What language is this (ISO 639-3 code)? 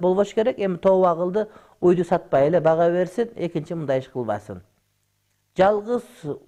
kir